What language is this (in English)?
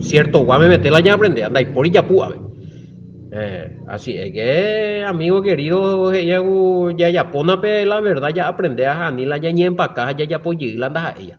Guarani